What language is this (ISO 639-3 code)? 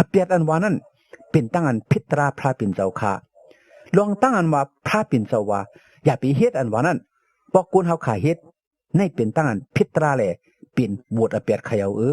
shn